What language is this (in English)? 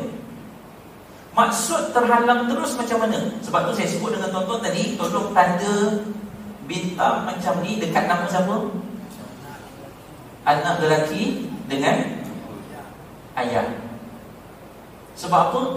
Malay